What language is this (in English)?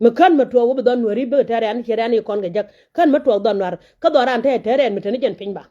Nuer